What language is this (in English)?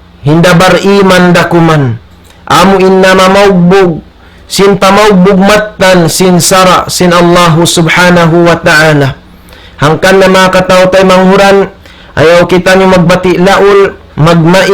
Tausug